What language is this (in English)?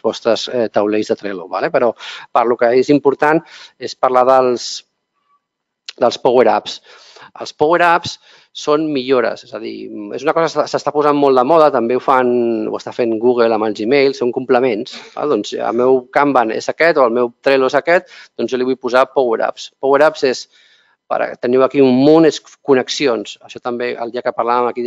Catalan